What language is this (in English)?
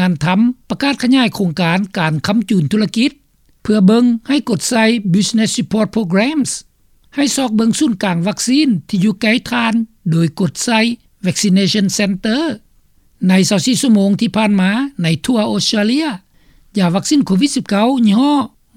Lao